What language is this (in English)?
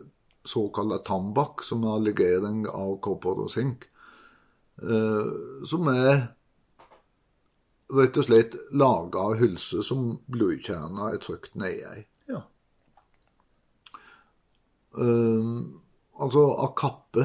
Norwegian